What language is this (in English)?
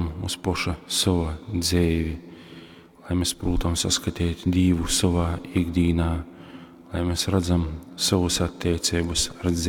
Latgalian